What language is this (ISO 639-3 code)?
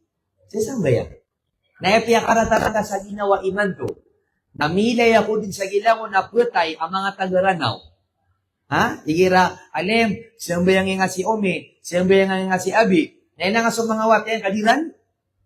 mrw